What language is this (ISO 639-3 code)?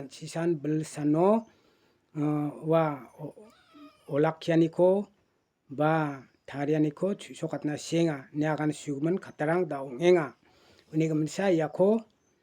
grt